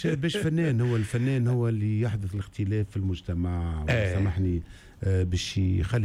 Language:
Tunisian Arabic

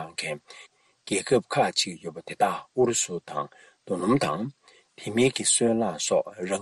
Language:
Tibetan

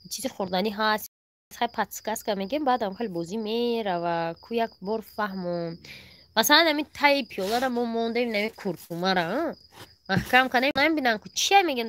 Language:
Tajik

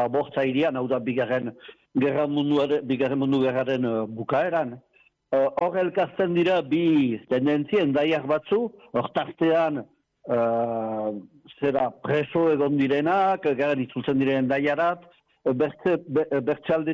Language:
Basque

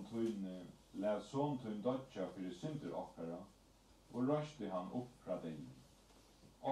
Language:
Faroese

